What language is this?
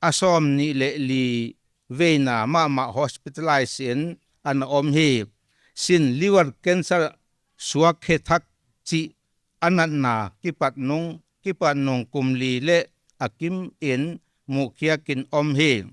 Paite Chin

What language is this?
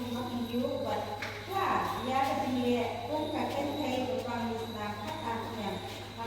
Khasi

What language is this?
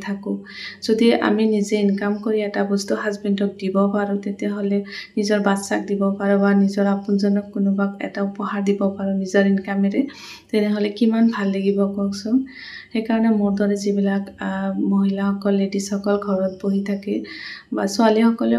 Assamese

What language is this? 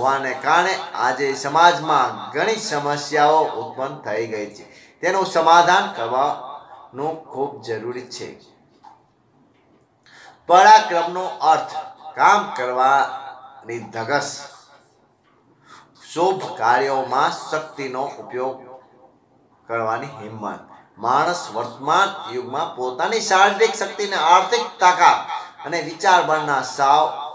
Gujarati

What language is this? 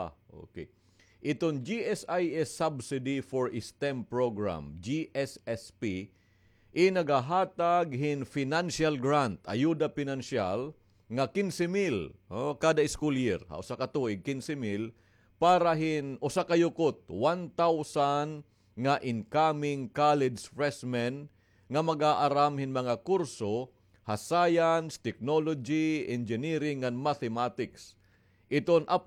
Waray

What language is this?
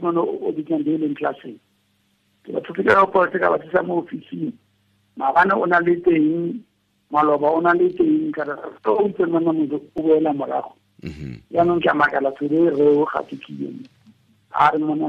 Tswana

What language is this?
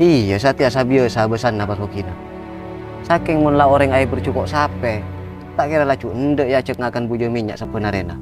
Madurese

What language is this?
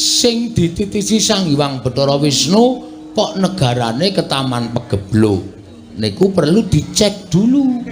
Javanese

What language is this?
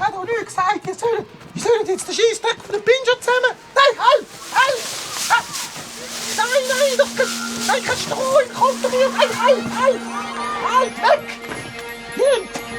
Swiss German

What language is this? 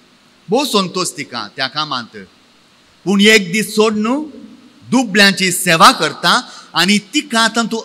Konkani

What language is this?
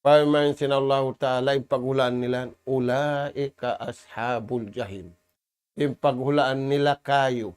Tausug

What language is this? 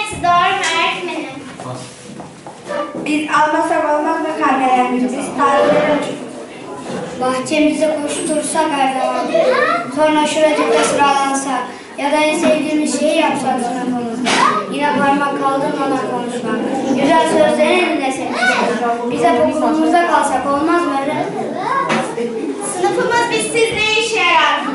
Turkish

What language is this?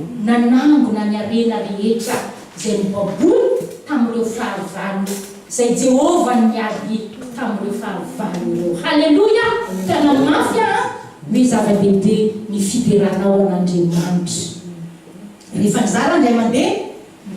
Malagasy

